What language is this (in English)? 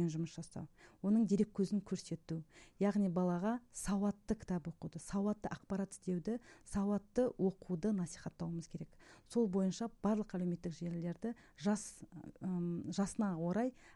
Kazakh